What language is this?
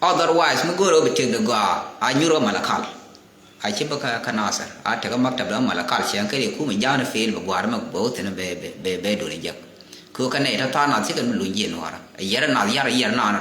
Nuer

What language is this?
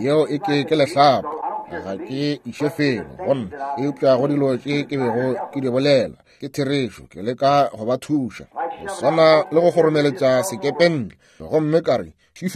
Northern Sotho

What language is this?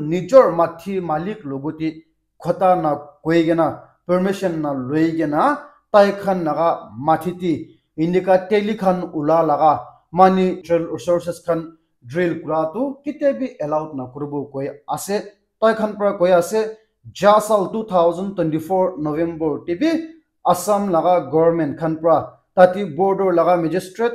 Naga Pidgin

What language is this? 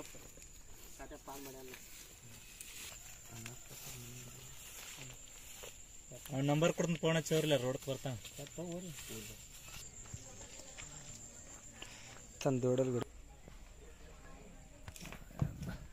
Kannada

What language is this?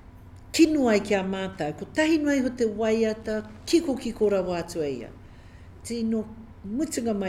Māori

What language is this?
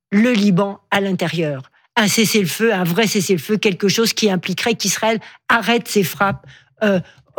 French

